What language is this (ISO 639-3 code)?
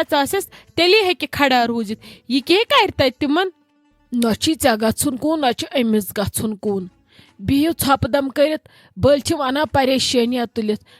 kas